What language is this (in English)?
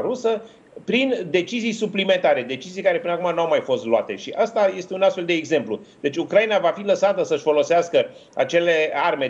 Romanian